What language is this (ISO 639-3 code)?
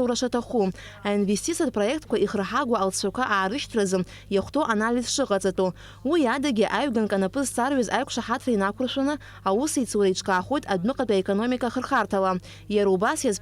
abk